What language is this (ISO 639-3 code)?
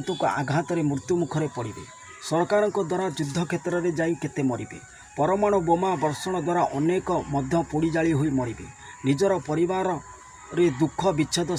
ori